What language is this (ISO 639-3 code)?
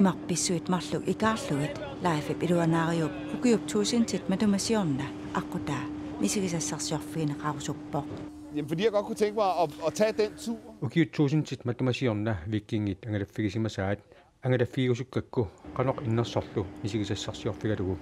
kal